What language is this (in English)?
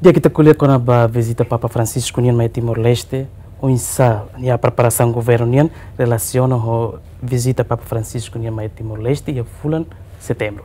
Tetum